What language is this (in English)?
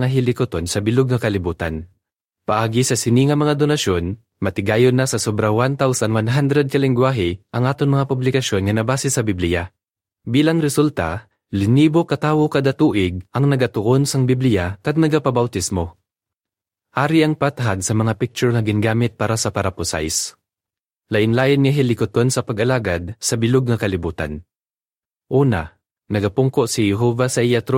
Hiligaynon